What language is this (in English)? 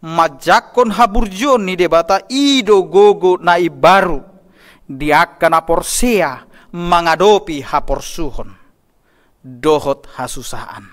Batak Toba